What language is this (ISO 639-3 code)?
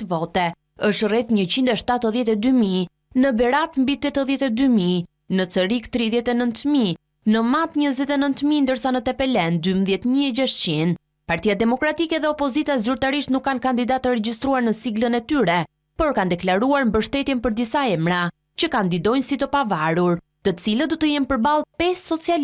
sqi